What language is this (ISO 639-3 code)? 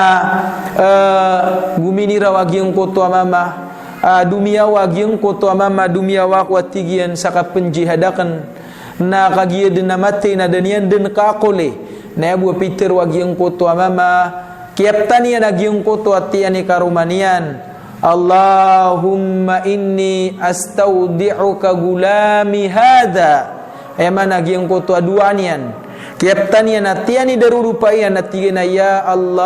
mrw